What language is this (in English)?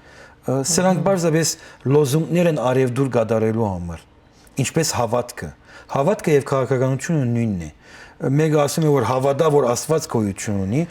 Western Armenian